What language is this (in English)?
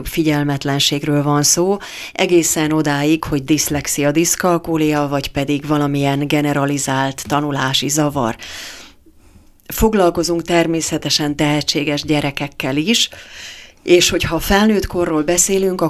Hungarian